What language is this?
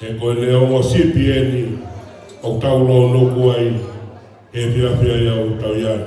Tongan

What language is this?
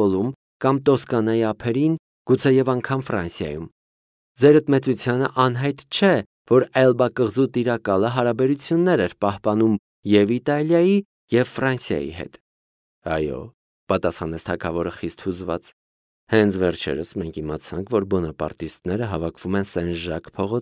Armenian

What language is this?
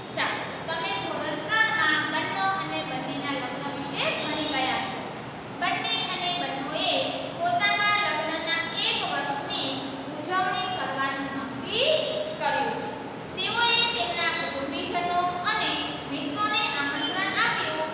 Gujarati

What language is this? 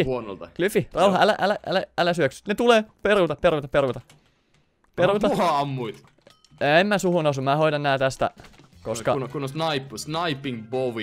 Finnish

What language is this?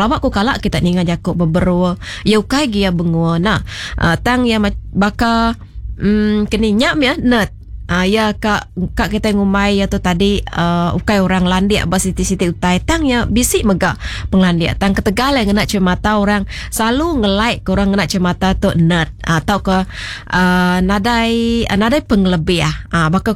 Iban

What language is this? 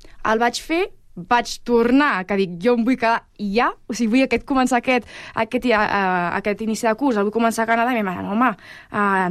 Catalan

